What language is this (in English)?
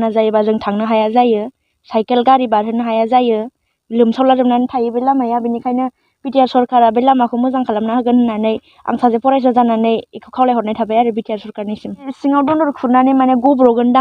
Bodo